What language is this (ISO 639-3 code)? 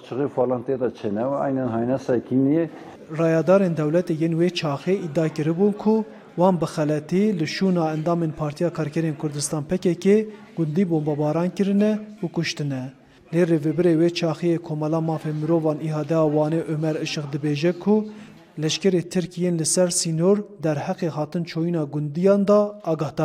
kur